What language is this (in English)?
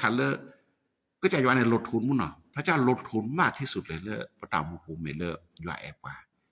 S'gaw Karen